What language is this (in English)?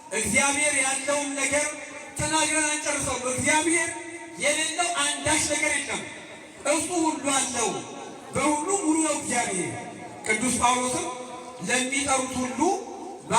Amharic